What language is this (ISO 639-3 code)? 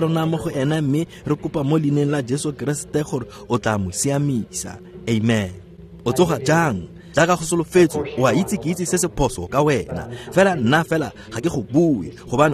tsn